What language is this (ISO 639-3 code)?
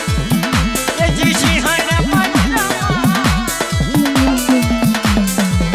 guj